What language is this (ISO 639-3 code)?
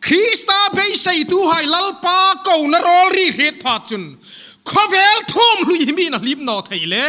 hmr